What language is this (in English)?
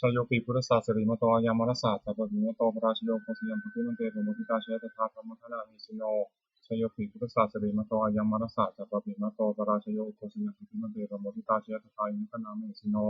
Pali